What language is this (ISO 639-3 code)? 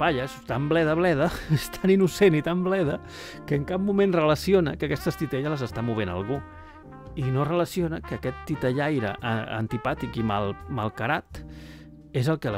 cat